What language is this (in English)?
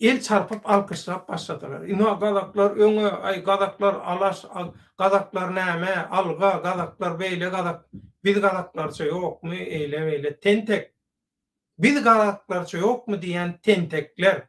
Turkmen